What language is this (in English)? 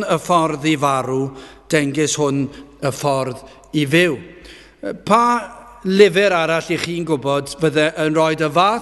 Welsh